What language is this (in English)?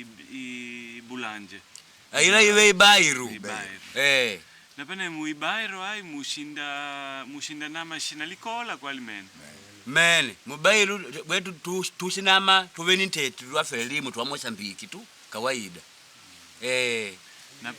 Makonde